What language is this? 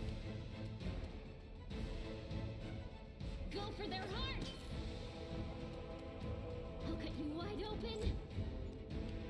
English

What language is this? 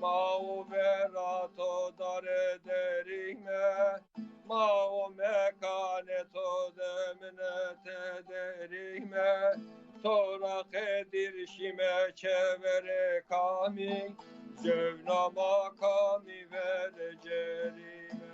Zaza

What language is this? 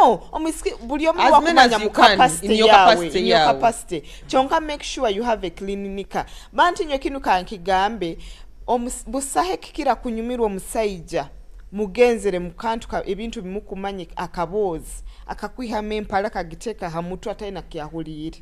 Nyoro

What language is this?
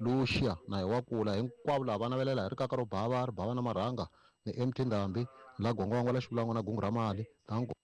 Tsonga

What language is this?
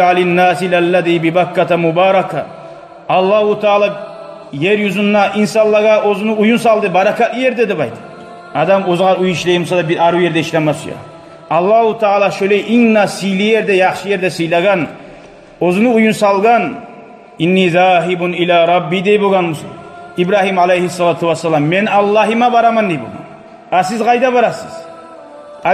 Kumyk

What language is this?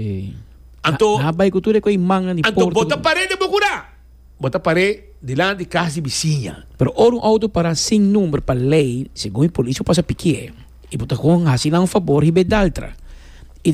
Papiamento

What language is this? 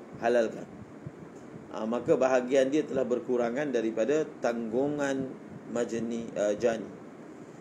Malay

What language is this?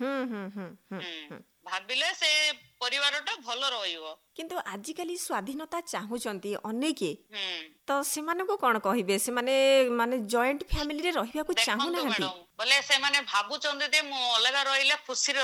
Odia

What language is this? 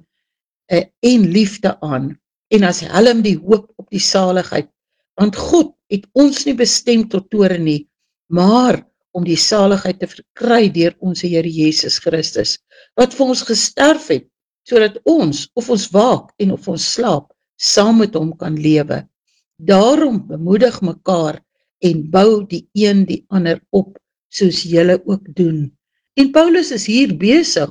Afrikaans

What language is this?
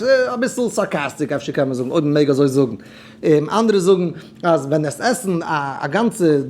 Yiddish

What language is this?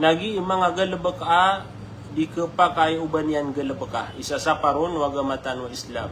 Maranao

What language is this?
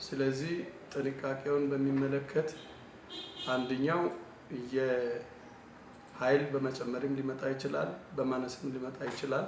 Amharic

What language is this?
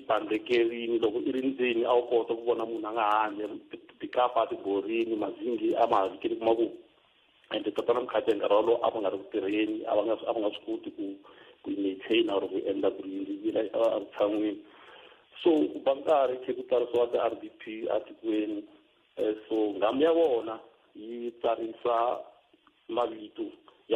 Tsonga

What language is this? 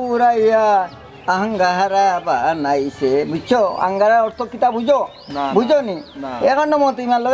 Sylheti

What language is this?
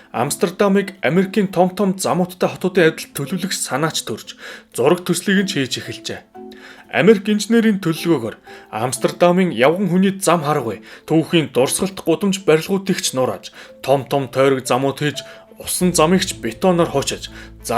Mongolian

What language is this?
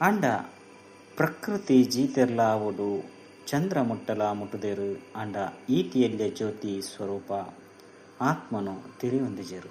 Tulu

